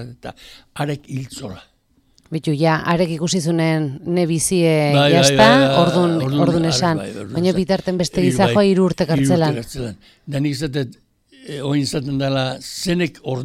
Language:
Basque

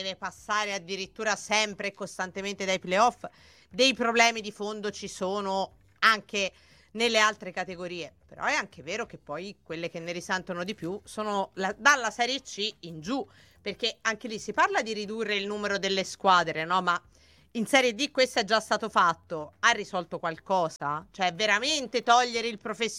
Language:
Italian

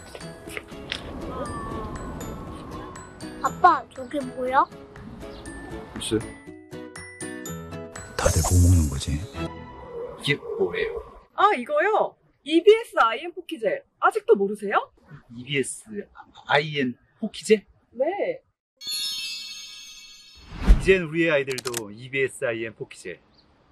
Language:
Korean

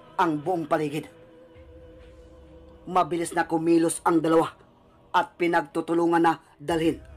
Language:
Filipino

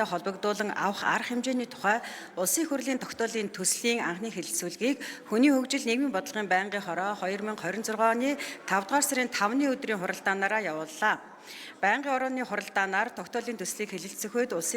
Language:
Mongolian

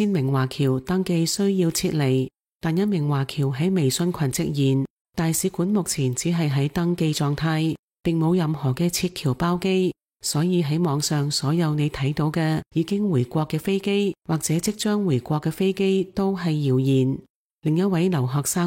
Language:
Cantonese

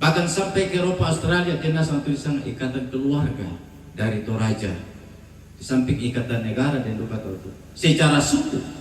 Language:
Toraja-Sa'dan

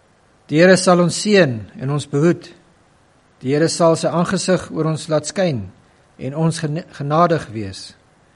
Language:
Afrikaans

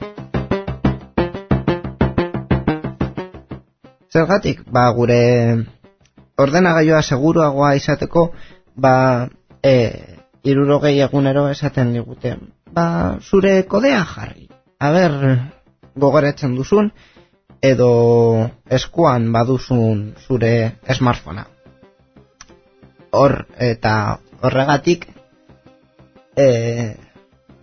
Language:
Basque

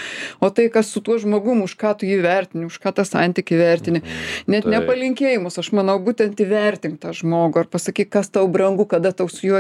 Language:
Lithuanian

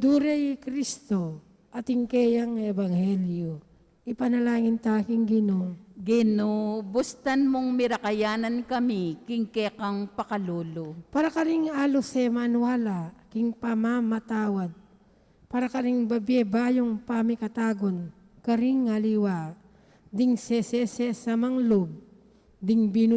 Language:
Pampanga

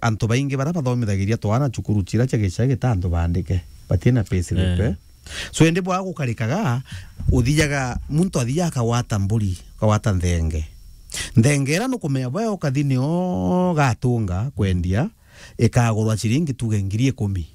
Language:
Meru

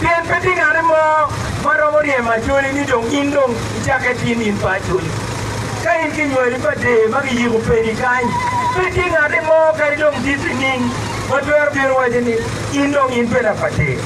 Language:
Acoli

